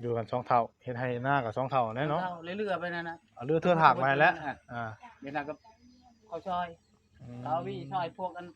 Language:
Northeastern Thai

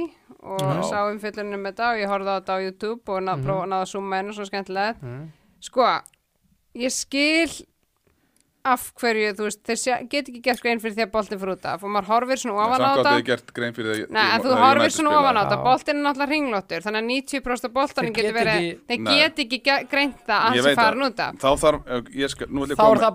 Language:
Icelandic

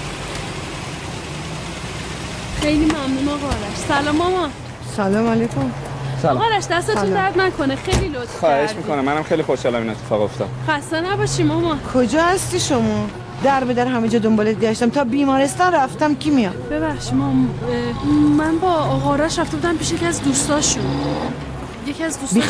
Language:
Persian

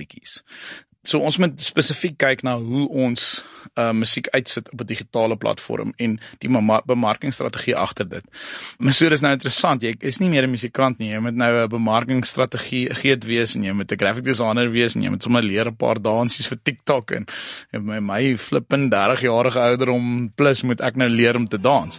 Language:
Afrikaans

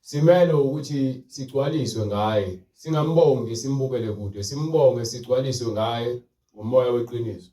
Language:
Zulu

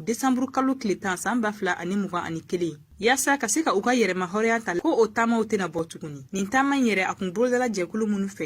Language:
Bambara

